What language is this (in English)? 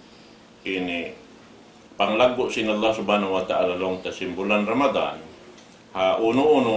Tausug